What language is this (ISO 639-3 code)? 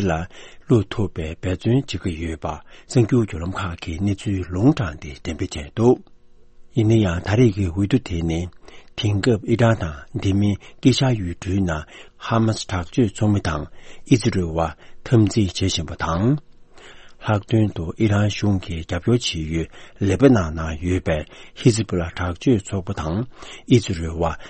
bod